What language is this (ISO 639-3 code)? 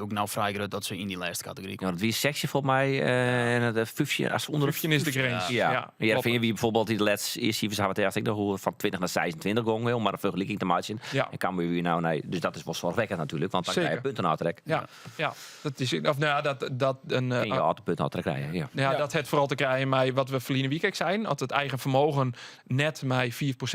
fry